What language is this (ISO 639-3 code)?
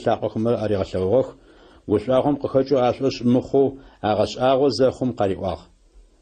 ady